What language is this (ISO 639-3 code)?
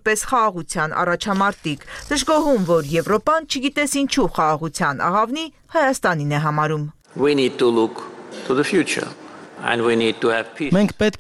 hye